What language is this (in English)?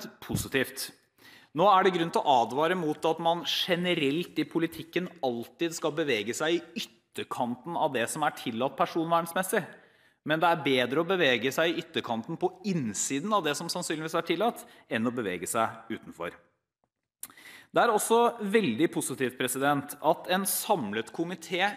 Norwegian